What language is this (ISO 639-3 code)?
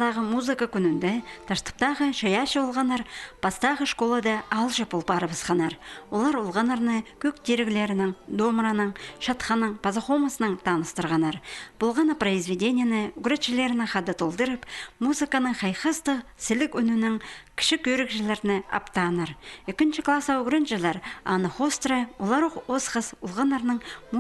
kjh